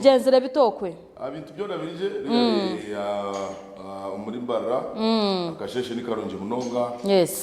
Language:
Nyankole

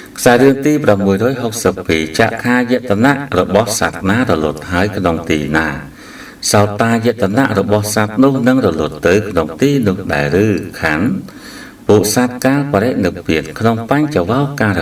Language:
Khmer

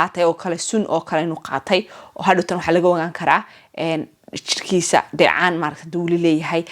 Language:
Somali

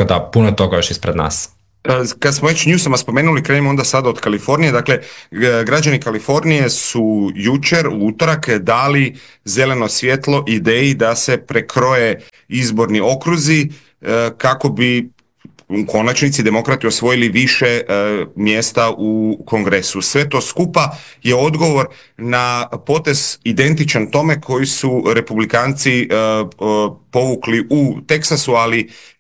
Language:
Croatian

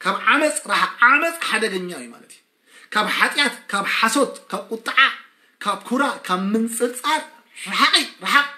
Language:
Tigrinya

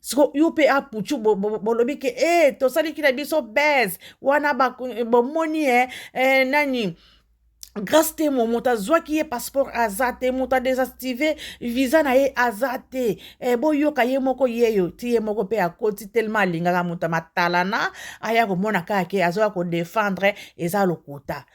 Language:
Lingala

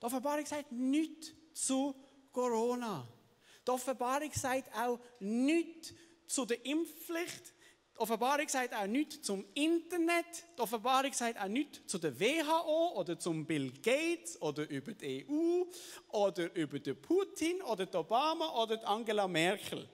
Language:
Swiss German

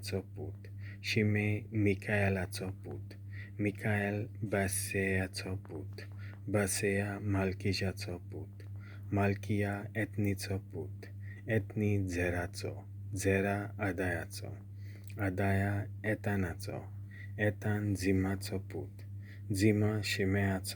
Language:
Konkani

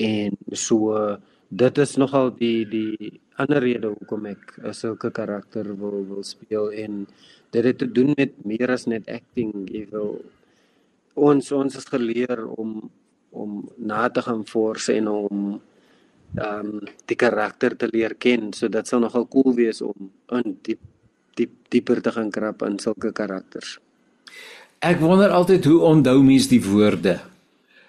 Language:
Afrikaans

